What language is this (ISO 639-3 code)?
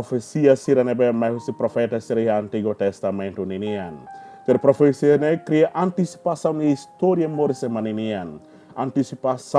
tet